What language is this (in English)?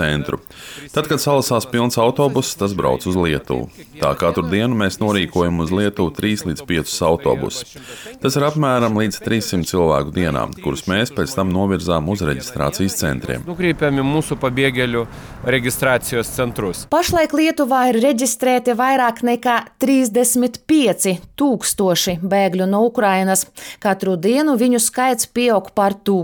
Latvian